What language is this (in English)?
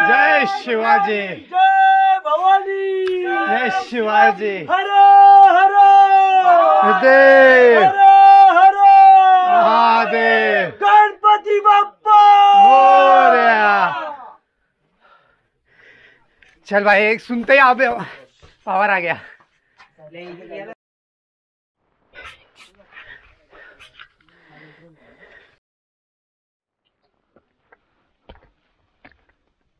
Hindi